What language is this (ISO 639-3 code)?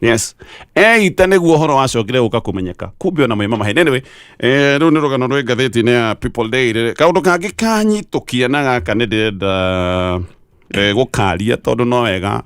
kik